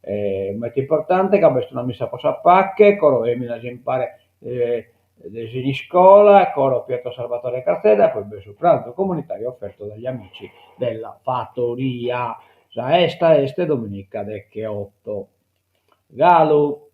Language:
Sardinian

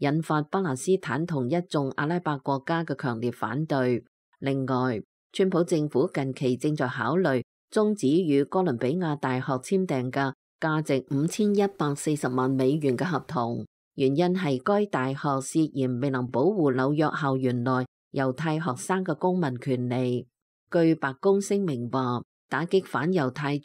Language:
Cantonese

